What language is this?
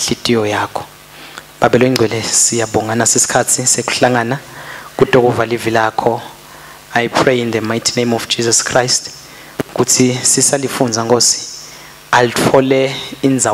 Swati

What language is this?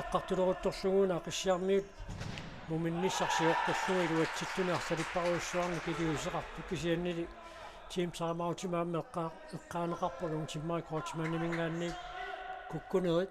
Kalaallisut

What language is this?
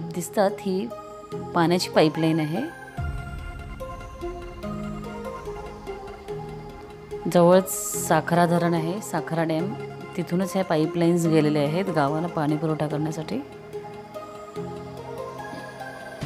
Marathi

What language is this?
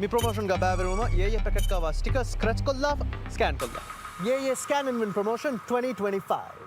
Divehi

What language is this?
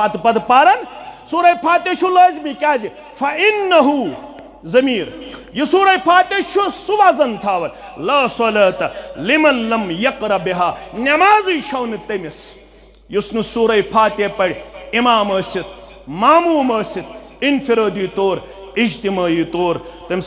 Kashmiri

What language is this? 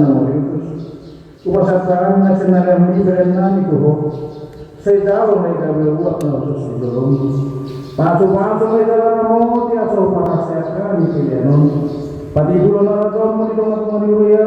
Batak Toba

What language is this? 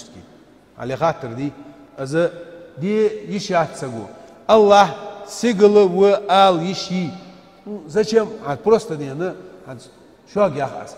Ingush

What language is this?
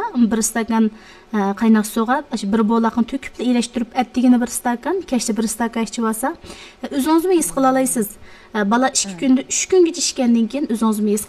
Uyghur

